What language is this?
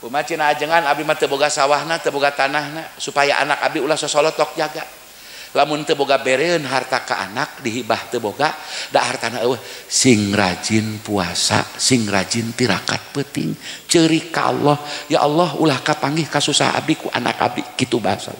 Sundanese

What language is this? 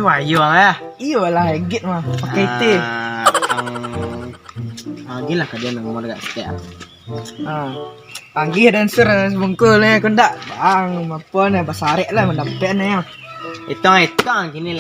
Minangkabau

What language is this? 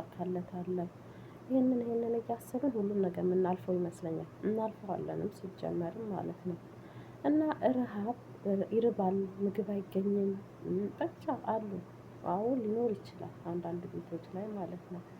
Amharic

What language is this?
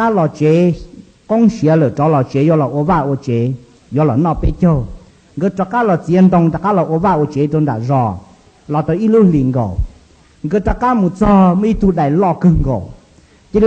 Hmong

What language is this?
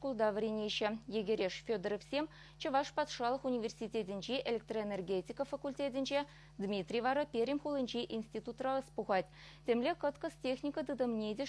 Chuvash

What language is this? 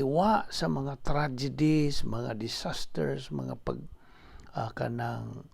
Cebuano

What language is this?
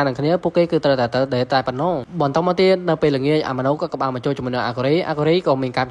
Khmer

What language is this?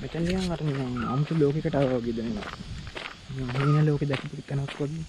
Sinhala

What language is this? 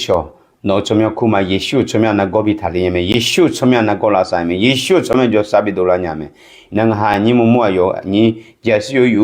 Akha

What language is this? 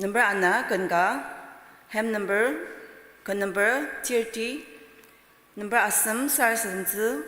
Ao Naga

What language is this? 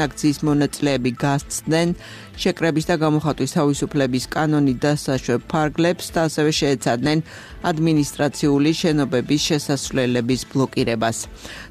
Georgian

